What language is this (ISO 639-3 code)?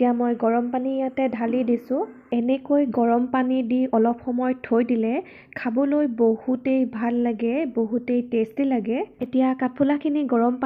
asm